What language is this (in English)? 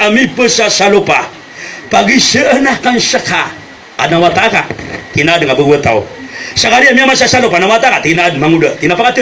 Maranao